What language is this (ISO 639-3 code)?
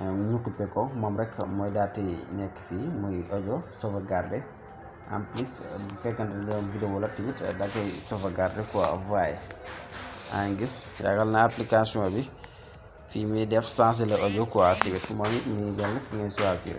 wol